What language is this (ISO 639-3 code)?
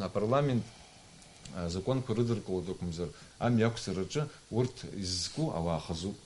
abk